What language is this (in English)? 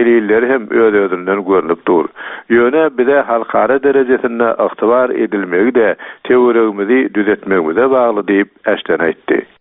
Turkmen